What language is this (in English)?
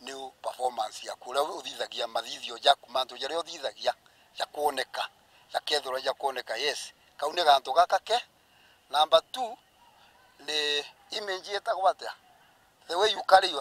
Meru